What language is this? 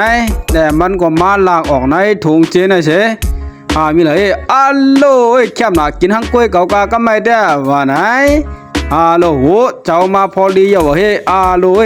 Shan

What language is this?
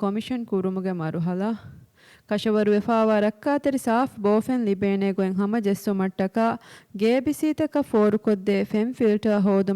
Divehi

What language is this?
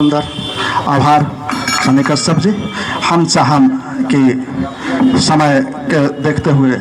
Magahi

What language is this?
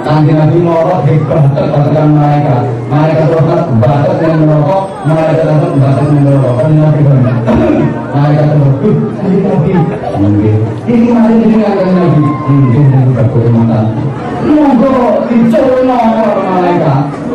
Javanese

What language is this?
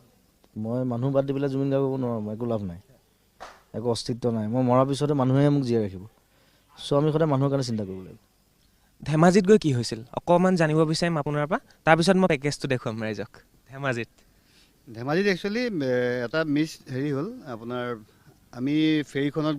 Assamese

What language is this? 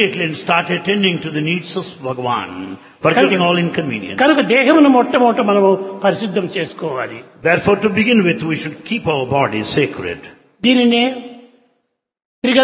Telugu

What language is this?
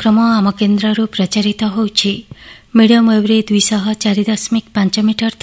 Odia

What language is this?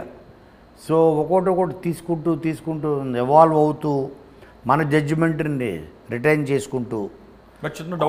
Telugu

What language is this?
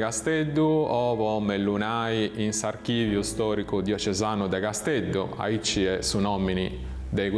Sardinian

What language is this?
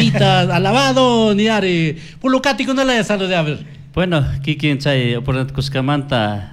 Chimborazo Highland Quichua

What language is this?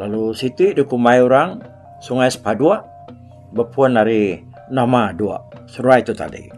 Iban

